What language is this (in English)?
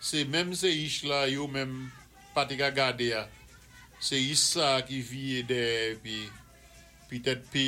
Saint Lucian Creole French